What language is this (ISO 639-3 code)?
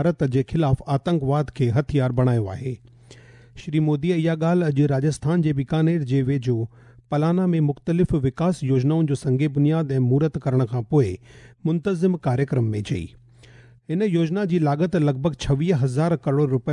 snd